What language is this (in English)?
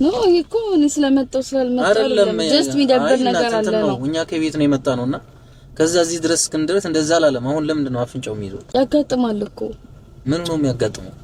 Amharic